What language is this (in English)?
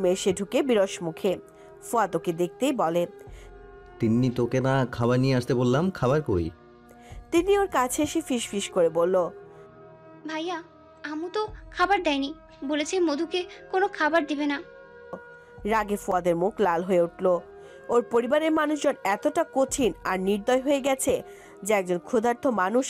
Bangla